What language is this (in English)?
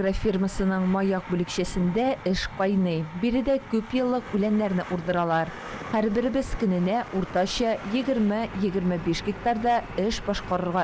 Tatar